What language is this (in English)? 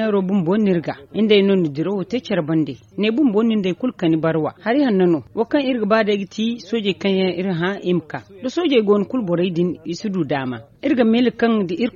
Zarma